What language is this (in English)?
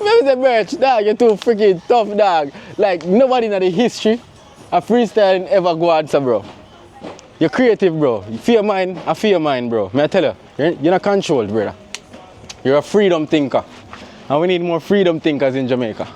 Jamaican Creole English